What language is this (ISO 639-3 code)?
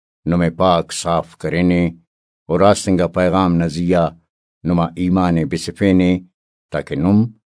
brh